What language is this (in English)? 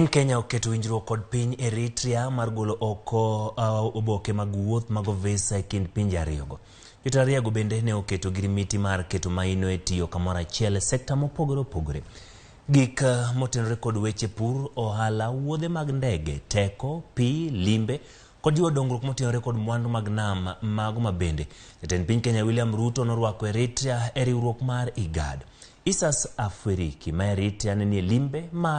Luo (Kenya and Tanzania)